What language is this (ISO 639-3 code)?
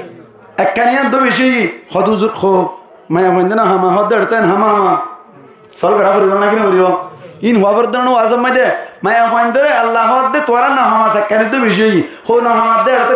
rhg